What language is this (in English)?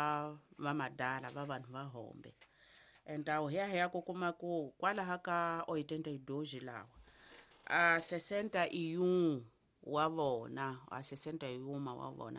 Tsonga